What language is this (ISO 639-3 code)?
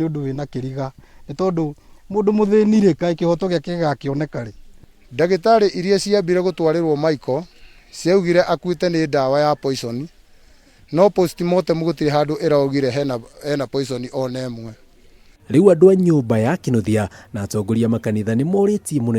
kik